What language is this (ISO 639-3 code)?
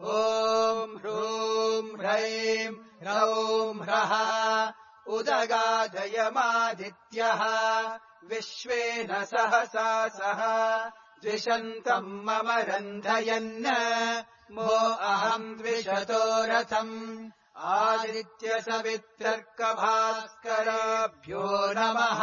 san